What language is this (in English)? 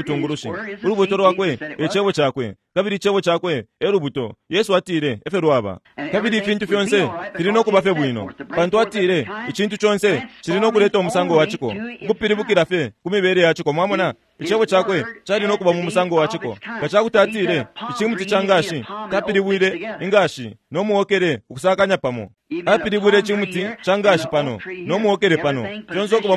Bemba